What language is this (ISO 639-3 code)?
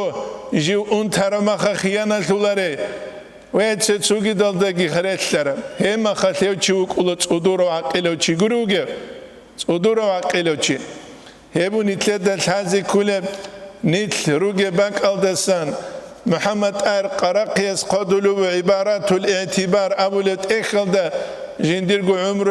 ava